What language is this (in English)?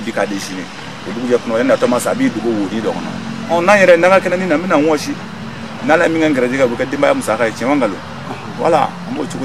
Bambara